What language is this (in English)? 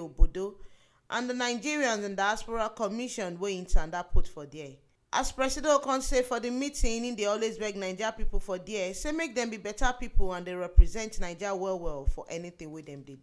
Nigerian Pidgin